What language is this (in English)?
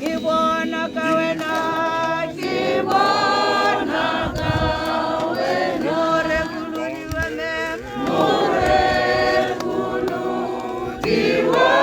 Tswana